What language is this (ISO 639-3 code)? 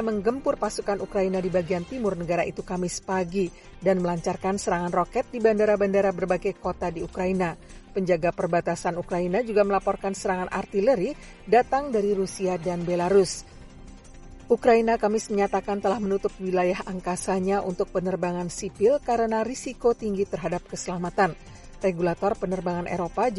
ind